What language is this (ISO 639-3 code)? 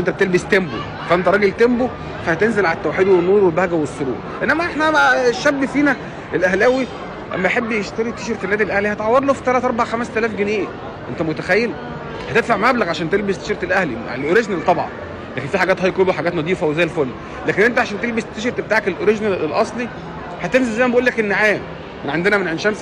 arz